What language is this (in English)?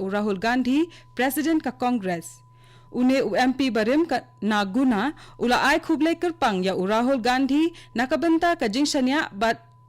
Khasi